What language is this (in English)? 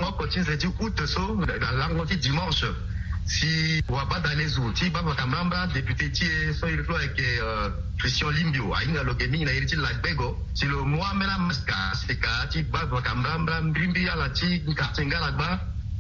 Sango